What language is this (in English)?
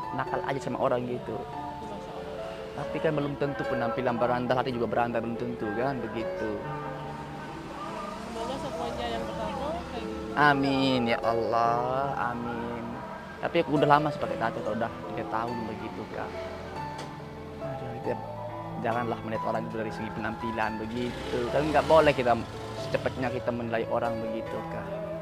Indonesian